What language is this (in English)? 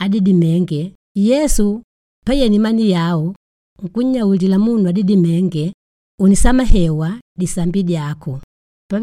Makonde